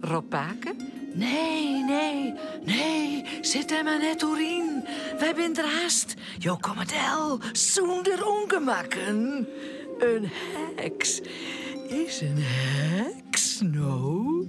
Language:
Western Frisian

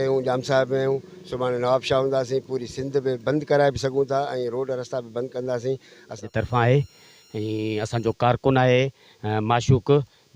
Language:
Sindhi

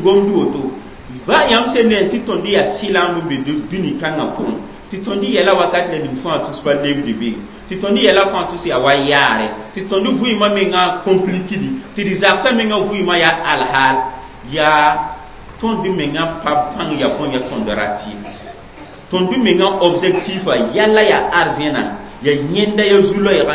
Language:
Mossi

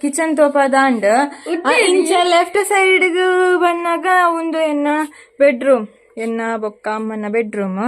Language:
Tulu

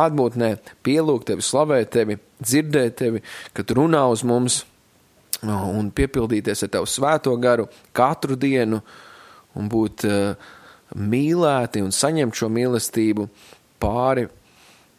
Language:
Latvian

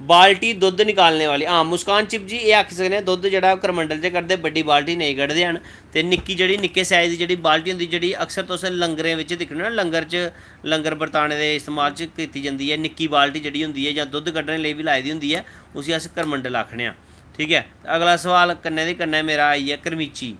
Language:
Dogri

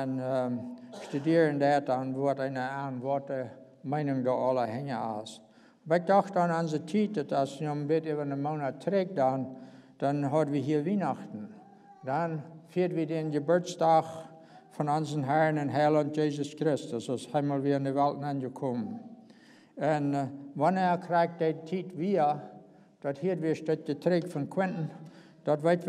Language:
Plautdietsch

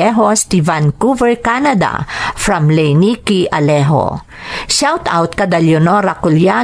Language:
Iloko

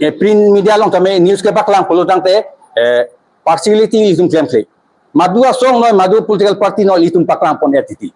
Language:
Karbi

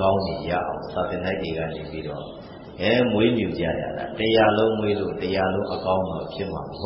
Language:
Burmese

